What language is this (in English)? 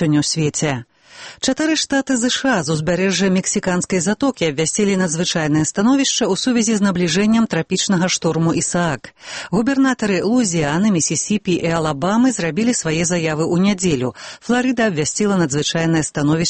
Belarusian